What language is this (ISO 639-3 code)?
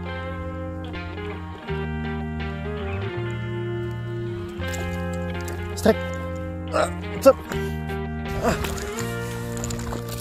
ind